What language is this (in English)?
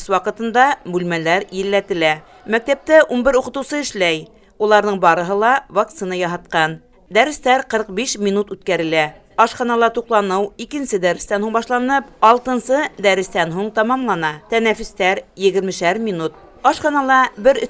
Bashkir